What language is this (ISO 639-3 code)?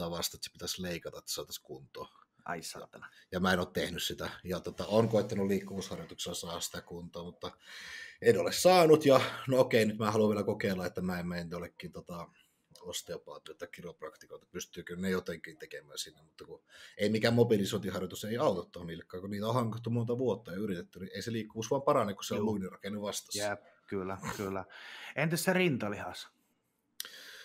fin